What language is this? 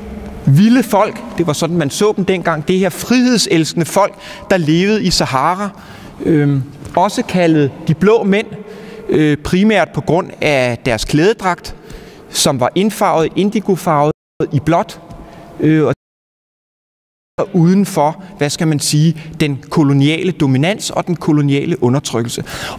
Danish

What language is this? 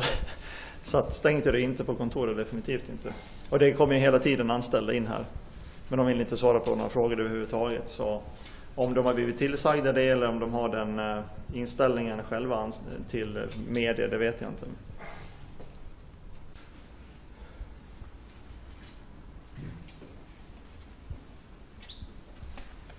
Swedish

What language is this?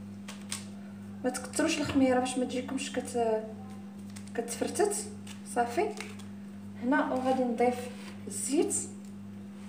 Moroccan Arabic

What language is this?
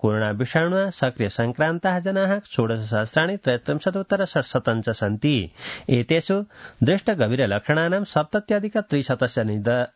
Sanskrit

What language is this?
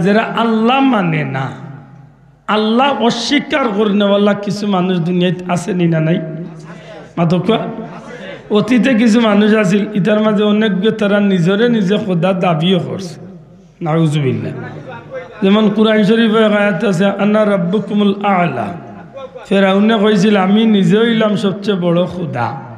Sylheti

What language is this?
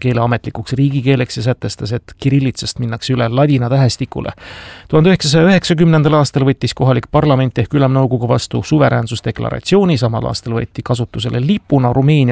Estonian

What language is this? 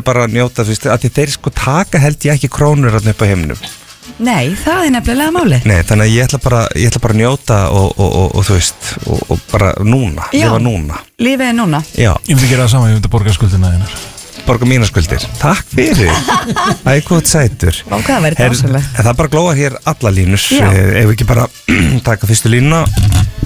Icelandic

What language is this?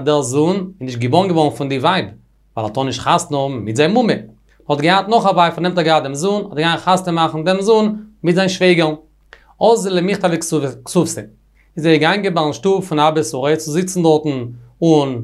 Yiddish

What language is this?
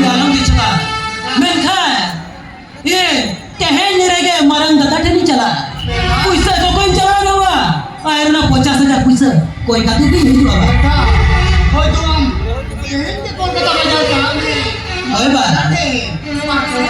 Santali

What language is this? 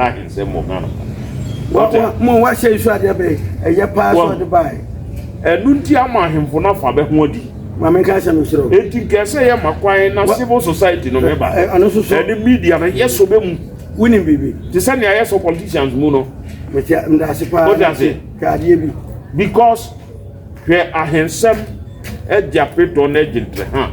Akan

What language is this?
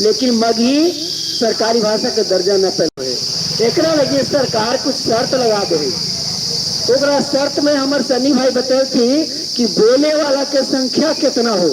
Magahi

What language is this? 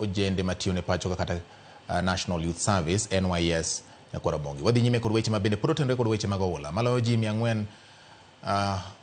Luo (Kenya and Tanzania)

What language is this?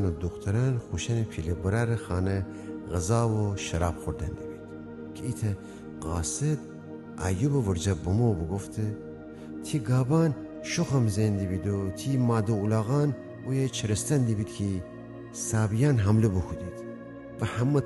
Gilaki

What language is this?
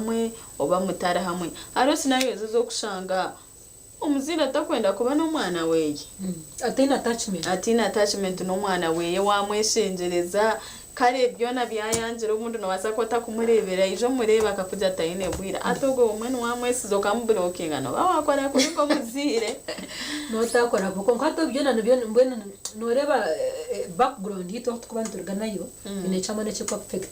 Nyankole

